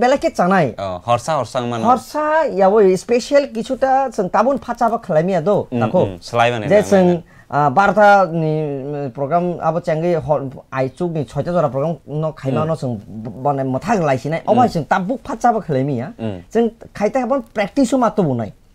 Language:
Kok Borok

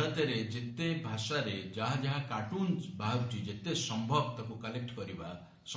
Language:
Odia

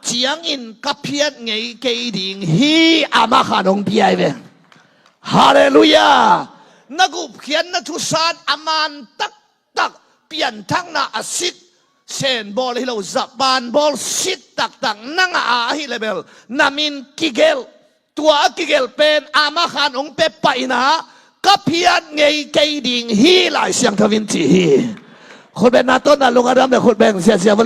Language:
Tedim Chin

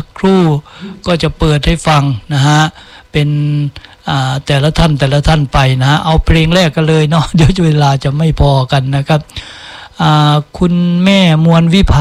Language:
Thai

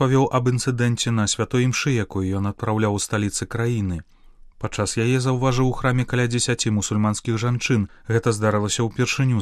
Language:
Belarusian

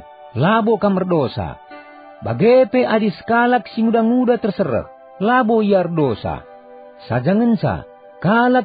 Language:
Batak Karo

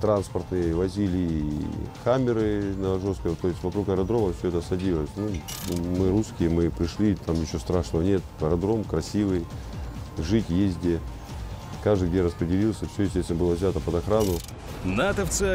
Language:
Russian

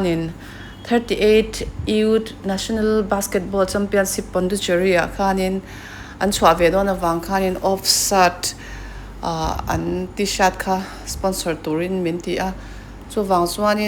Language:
Mizo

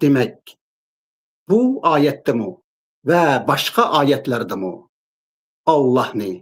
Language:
Uyghur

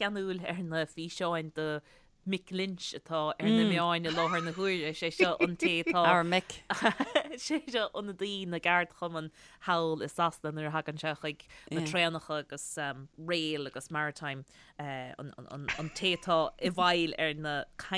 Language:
Irish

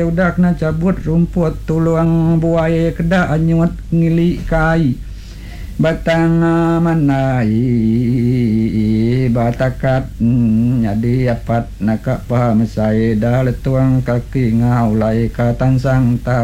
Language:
Iban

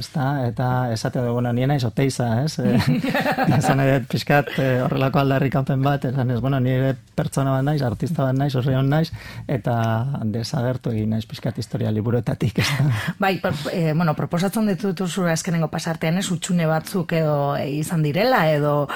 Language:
Basque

